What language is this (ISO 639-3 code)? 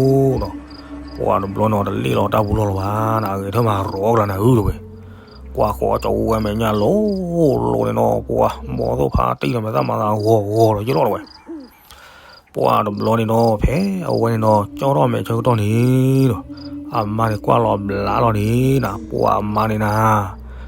ksw